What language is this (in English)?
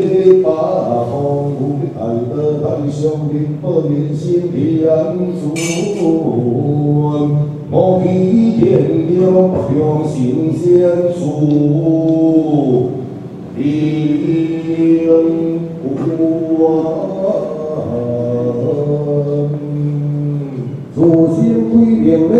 Min Nan Chinese